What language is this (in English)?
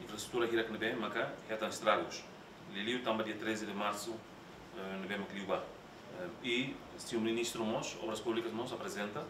Tetum